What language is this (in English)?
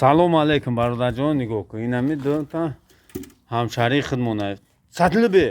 Tajik